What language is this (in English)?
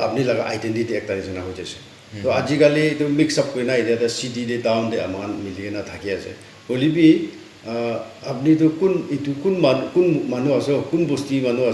Naga Pidgin